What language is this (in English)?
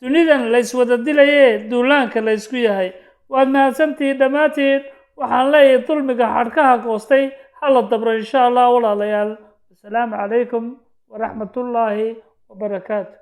Somali